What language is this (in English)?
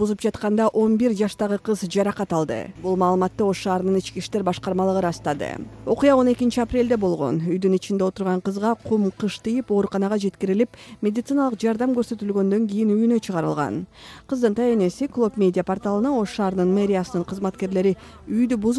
Kyrgyz